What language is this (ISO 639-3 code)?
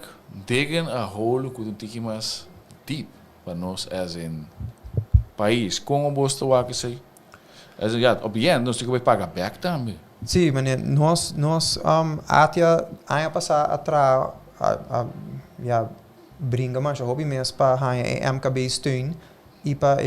pap